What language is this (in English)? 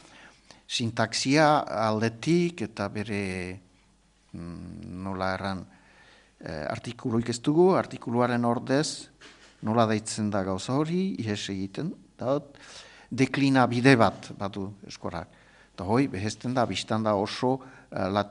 Basque